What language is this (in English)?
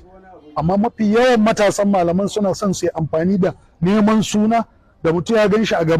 Hausa